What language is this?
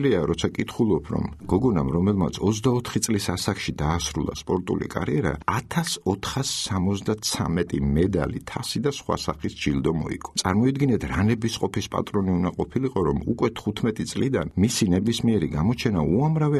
Georgian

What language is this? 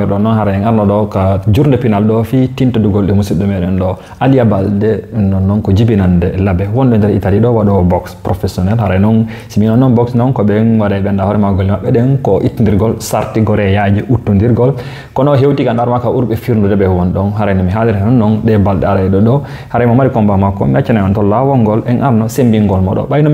Fula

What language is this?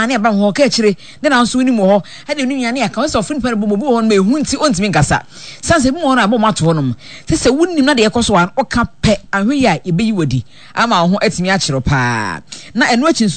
Akan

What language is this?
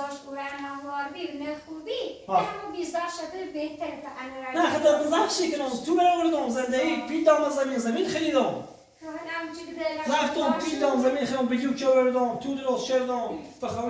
Persian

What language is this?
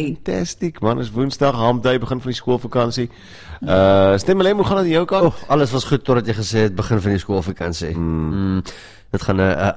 Afrikaans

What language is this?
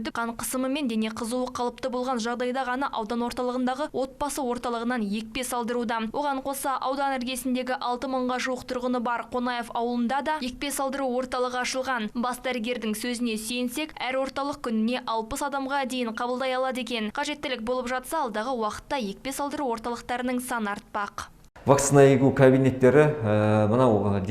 Kazakh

